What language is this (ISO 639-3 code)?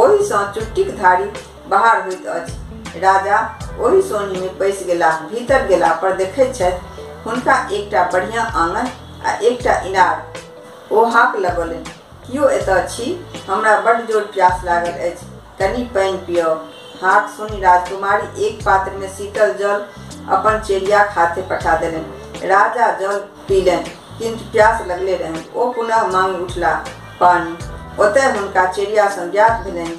mai